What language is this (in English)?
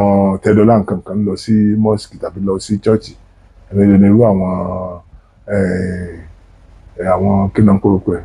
Yoruba